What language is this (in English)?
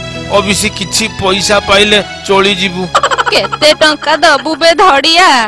Odia